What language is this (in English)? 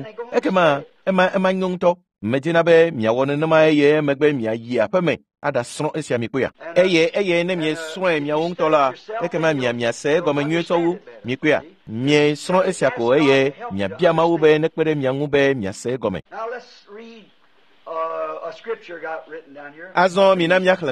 Ewe